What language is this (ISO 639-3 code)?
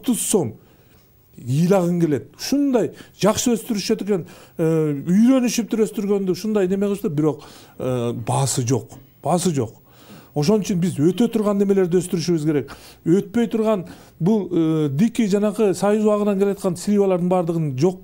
kir